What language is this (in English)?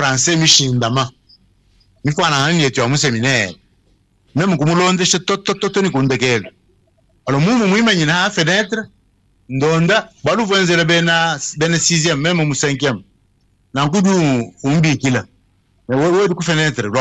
Luba-Lulua